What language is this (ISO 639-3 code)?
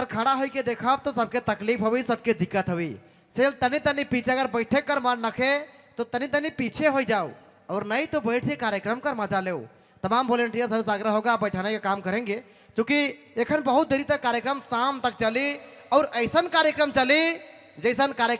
sck